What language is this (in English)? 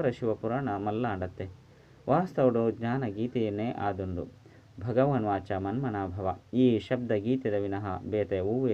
Tulu